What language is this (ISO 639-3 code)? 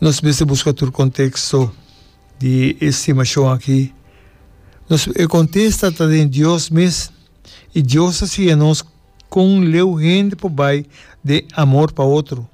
pap